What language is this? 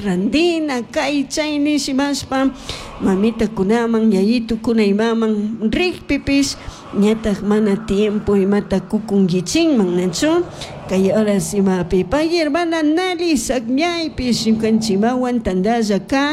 Chimborazo Highland Quichua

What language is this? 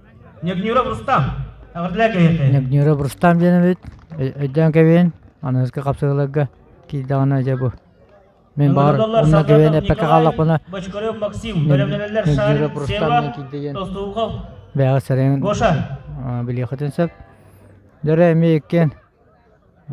Yakut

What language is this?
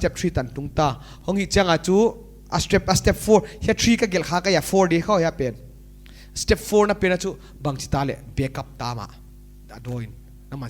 Paite Chin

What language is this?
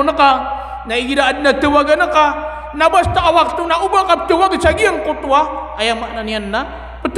Maranao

